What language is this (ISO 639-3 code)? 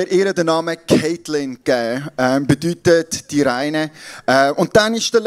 gsw